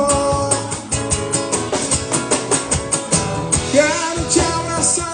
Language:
Portuguese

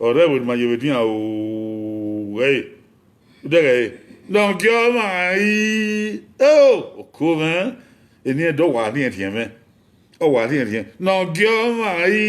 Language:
Bini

